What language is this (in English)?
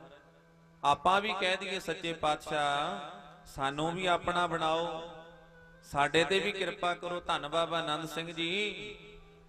Punjabi